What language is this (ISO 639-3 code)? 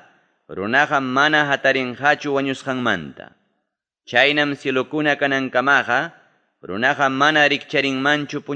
quy